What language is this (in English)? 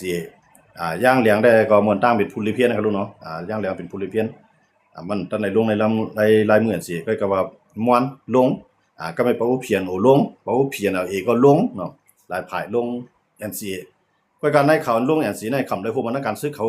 Shan